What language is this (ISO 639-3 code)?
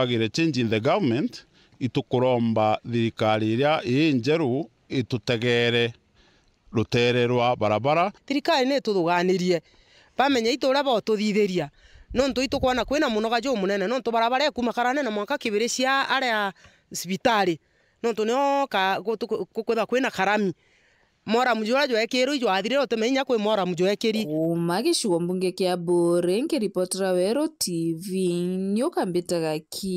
mer